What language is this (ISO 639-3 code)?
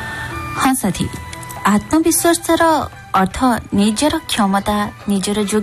ori